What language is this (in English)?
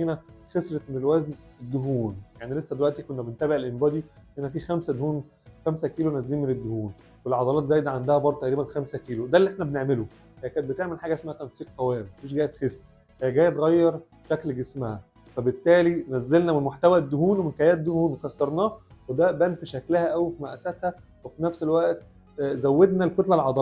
Egyptian Arabic